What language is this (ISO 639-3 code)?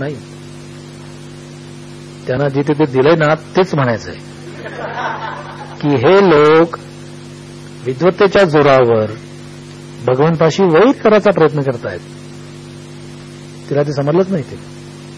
mar